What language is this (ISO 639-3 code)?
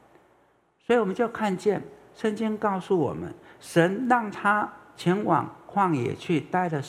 zho